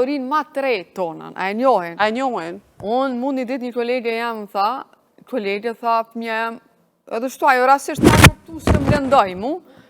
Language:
Albanian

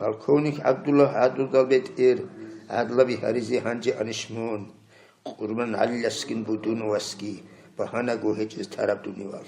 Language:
Avaric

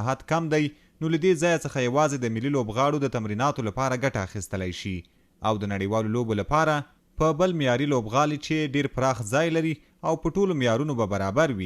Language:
Pashto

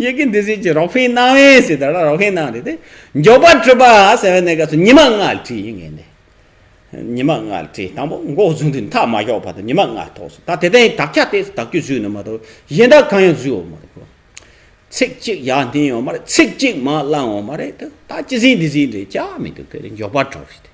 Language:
Tibetan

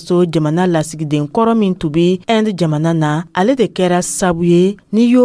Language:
Dyula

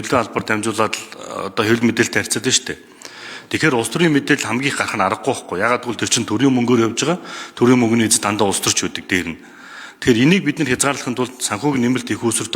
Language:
Mongolian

